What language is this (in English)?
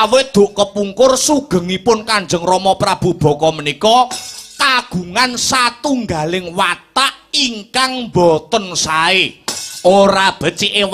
Javanese